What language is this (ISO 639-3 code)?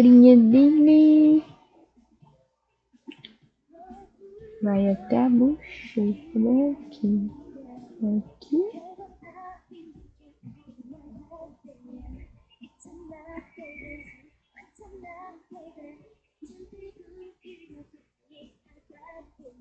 por